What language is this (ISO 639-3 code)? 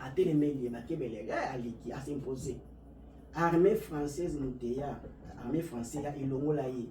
lin